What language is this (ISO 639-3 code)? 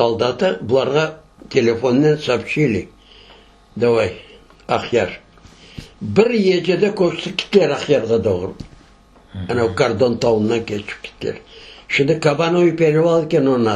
crh